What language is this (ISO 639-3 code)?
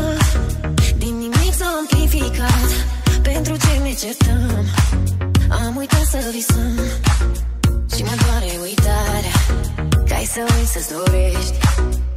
ron